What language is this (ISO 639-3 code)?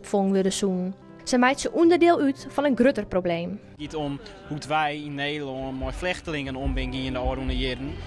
fry